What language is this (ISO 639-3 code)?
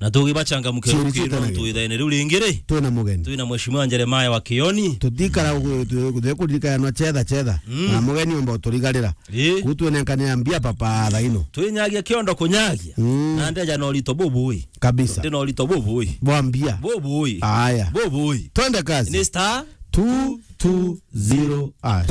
mer